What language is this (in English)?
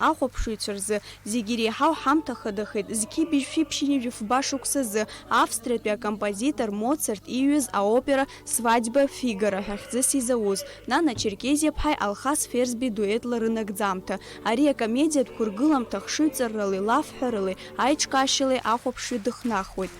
Abkhazian